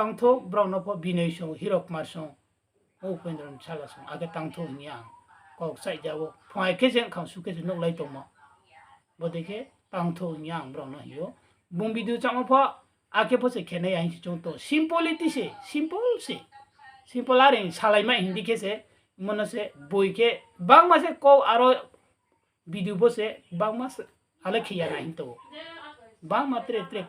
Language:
Riang (India)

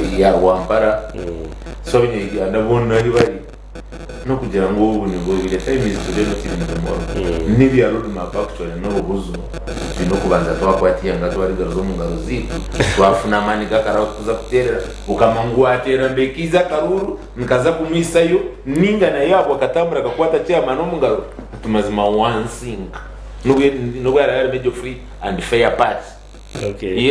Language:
Nyankole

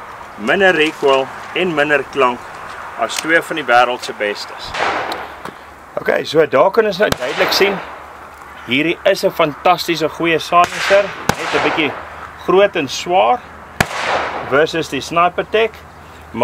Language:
Afrikaans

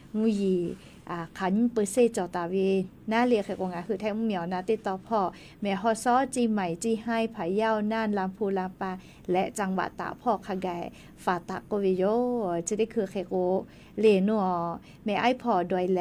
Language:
Lahu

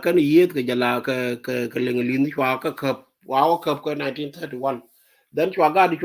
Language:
Nuer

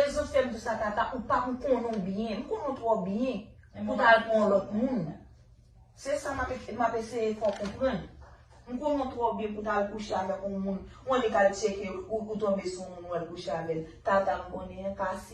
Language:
Haitian Creole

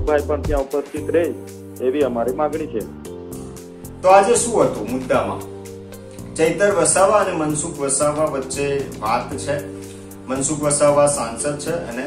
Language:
Gujarati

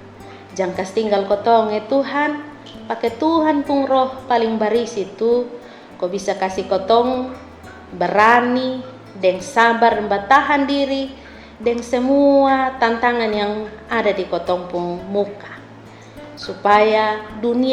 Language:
Kupang Malay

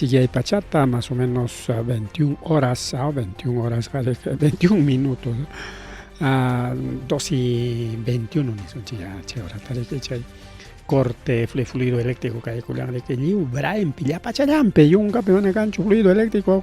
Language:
Ayacucho Quechua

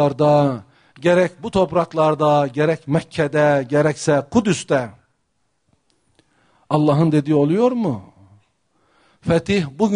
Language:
Turkish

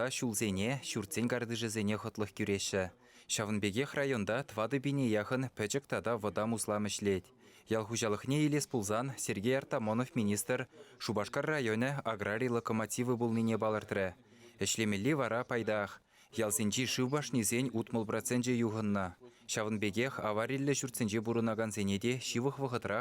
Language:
Chuvash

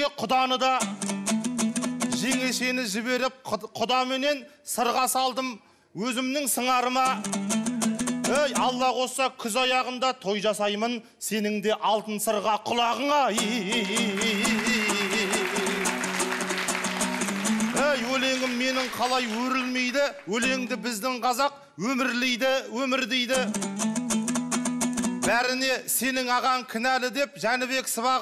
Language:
Kazakh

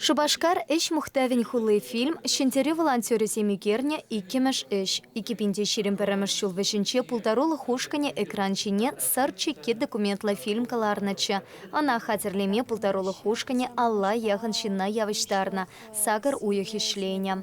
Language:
Chuvash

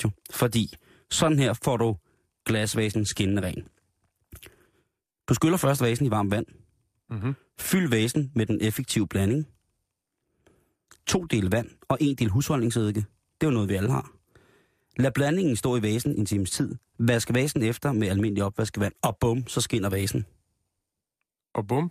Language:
Danish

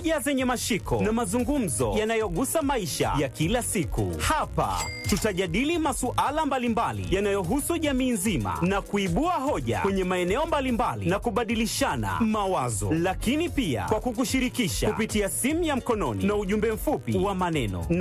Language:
Swahili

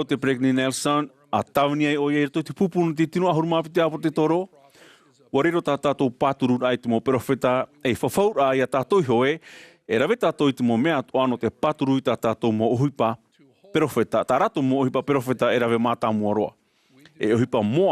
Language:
Tahitian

